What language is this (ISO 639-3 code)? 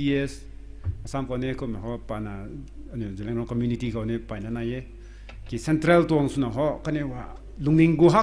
nbu